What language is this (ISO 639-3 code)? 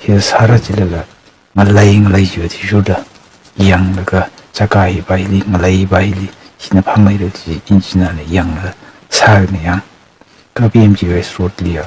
nmf